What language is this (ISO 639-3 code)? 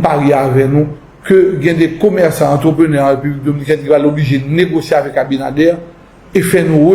hat